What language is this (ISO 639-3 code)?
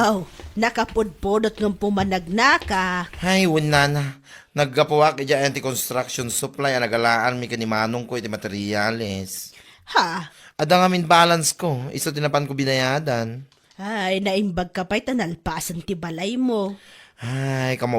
ilo